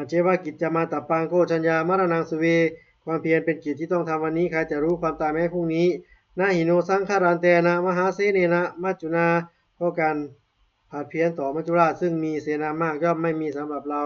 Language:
Pali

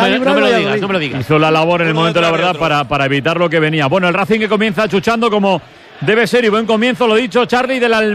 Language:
Spanish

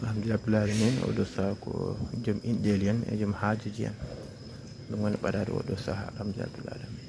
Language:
Fula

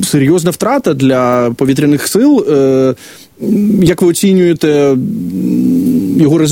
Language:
Ukrainian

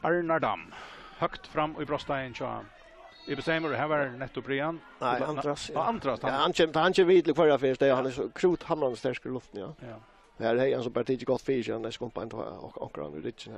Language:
Faroese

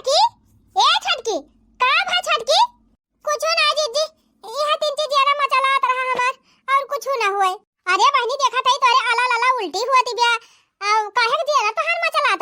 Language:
Awadhi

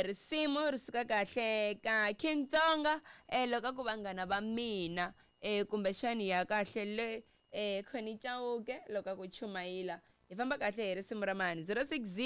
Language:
Tsonga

